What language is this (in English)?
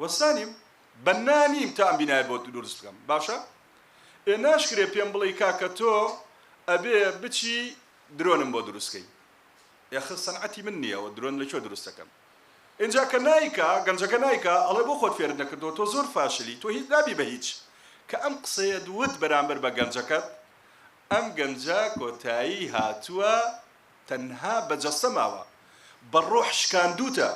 Central Kurdish